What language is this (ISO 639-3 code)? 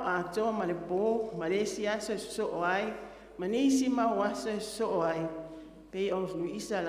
smo